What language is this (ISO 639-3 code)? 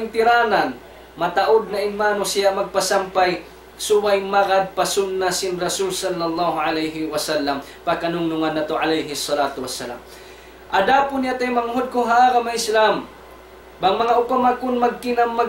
tsg